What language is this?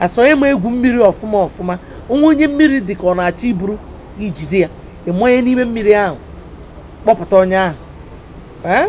Igbo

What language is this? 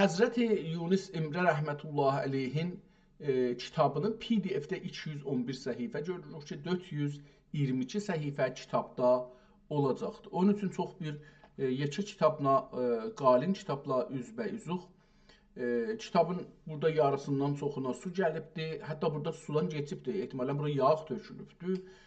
South Azerbaijani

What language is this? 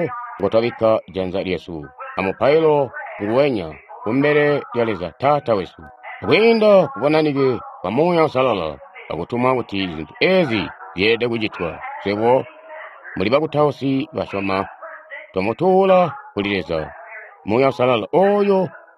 Tonga (Zambia)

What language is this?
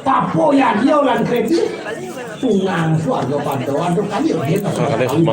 Balinese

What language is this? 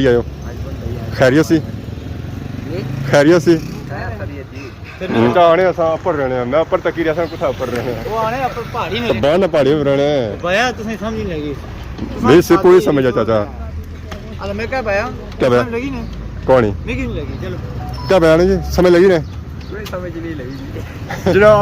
Pahari-Potwari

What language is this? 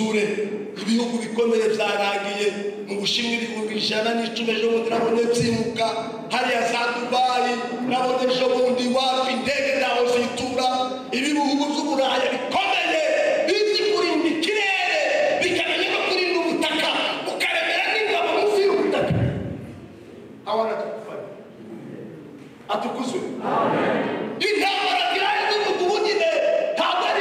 Kinyarwanda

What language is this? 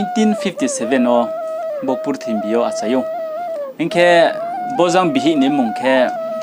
Riang (India)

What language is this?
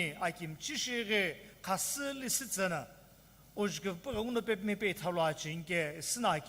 Sumi Naga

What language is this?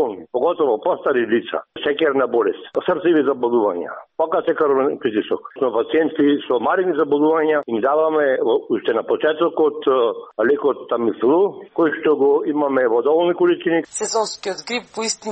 Macedonian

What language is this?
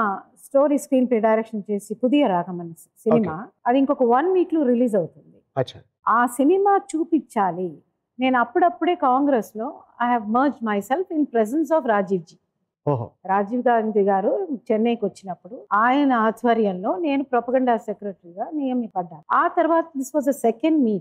Telugu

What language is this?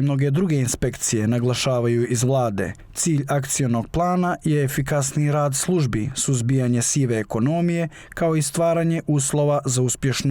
Bosnian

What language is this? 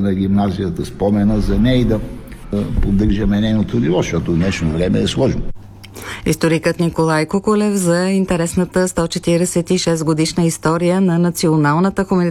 Bulgarian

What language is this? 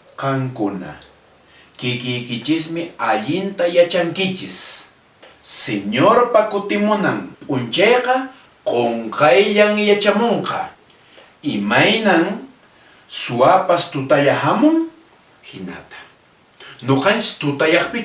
Quechua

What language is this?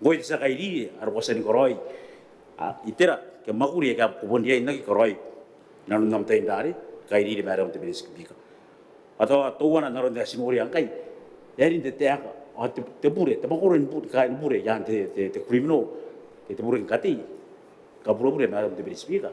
Gilbertese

